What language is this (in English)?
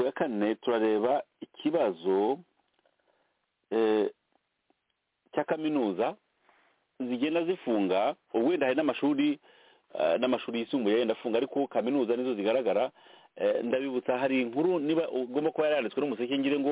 Kinyarwanda